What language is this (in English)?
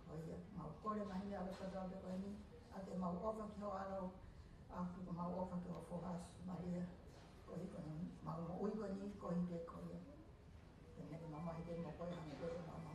Tongan